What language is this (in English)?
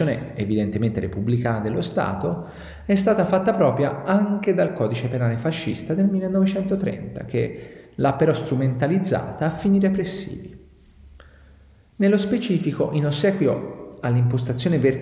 Italian